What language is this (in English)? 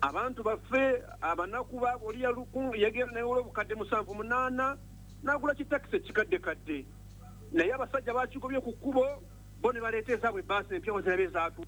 Ganda